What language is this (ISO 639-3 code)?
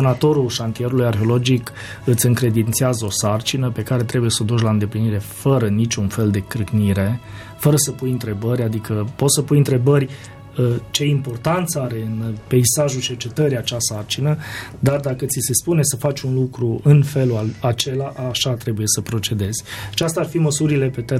ron